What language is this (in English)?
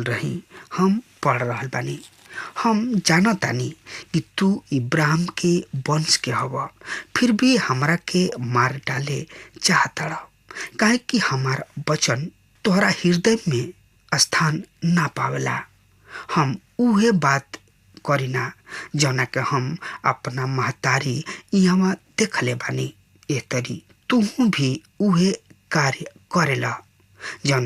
Bhojpuri